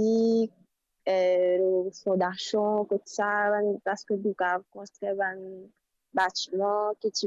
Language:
Morisyen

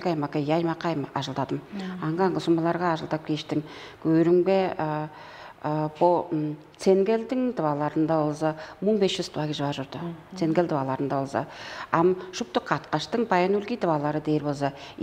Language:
Tuvinian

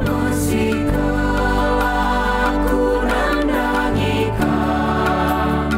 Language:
Batak Karo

